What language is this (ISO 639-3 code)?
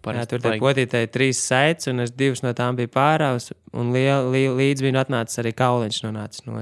lav